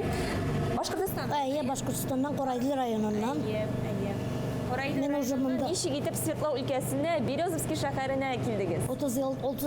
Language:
Tatar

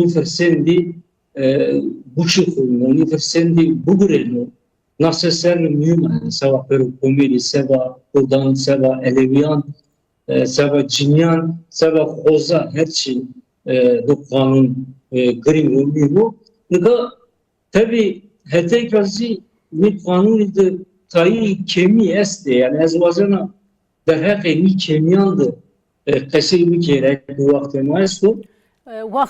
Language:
Zaza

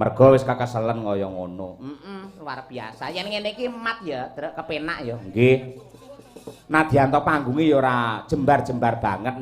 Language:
Javanese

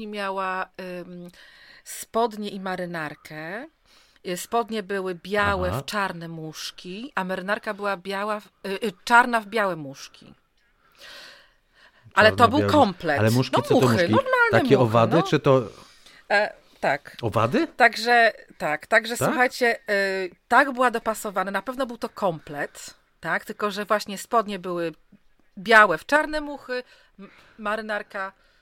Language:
Polish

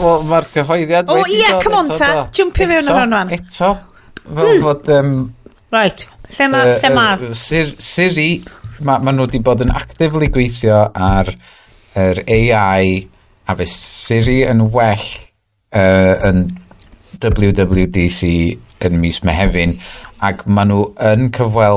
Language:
Welsh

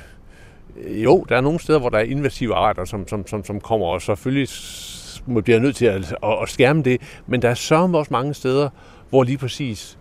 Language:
Danish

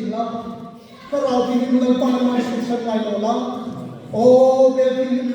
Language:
Hmar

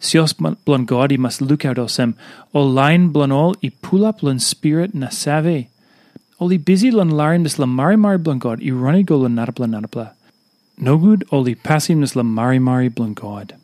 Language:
Tok Pisin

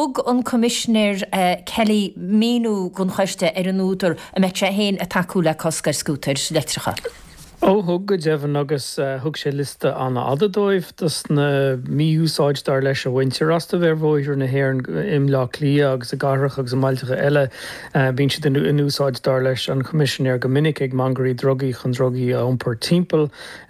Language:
Irish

